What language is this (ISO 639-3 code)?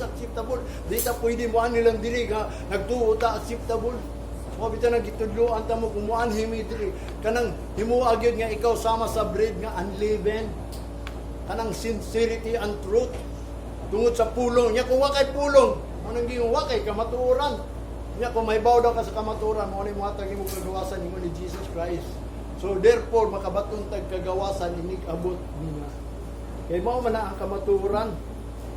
ceb